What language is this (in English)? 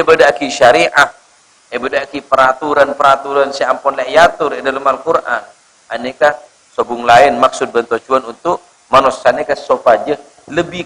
Madurese